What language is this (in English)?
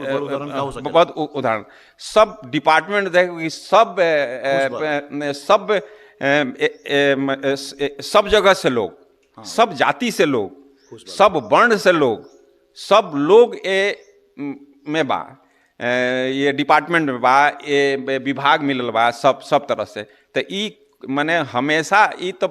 Bhojpuri